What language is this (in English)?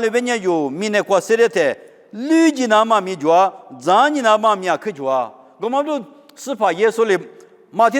Lisu